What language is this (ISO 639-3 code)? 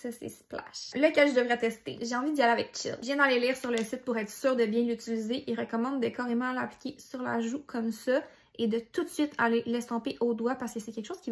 fra